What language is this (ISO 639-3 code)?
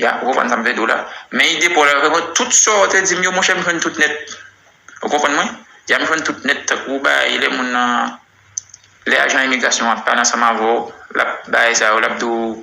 hat